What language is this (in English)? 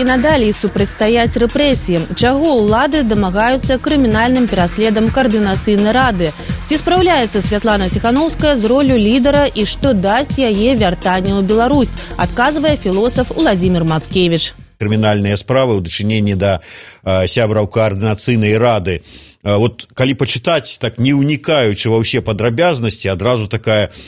Belarusian